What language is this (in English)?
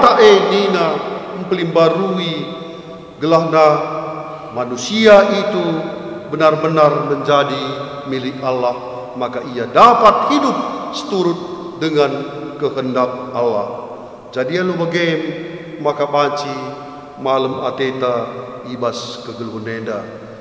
Batak Karo